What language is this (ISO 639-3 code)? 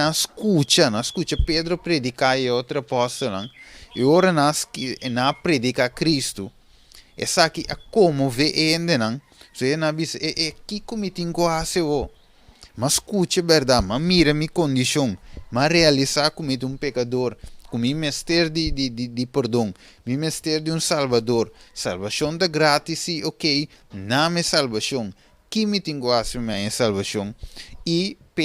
pap